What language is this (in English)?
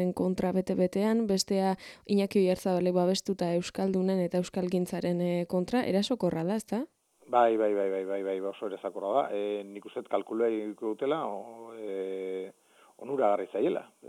Basque